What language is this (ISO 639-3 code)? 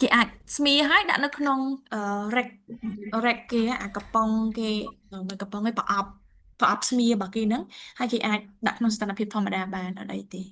khm